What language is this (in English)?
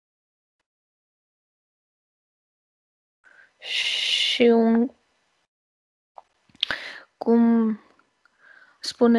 Romanian